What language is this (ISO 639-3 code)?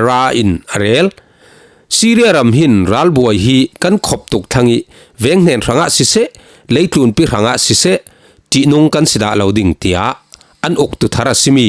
cfm